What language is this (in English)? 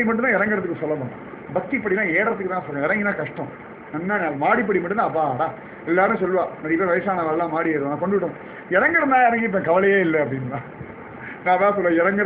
Tamil